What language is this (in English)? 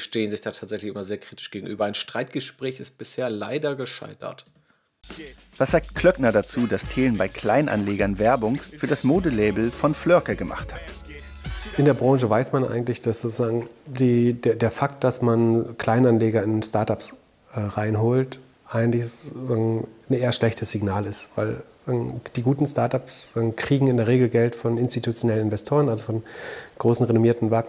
German